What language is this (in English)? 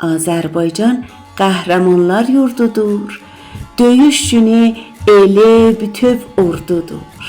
South Azerbaijani